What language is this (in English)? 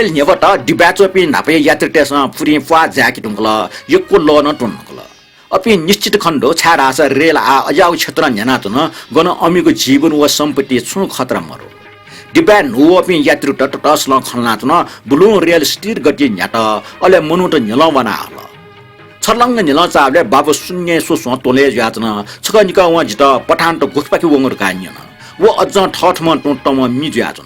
Newari